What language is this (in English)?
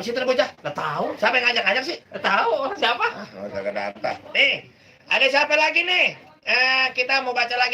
Betawi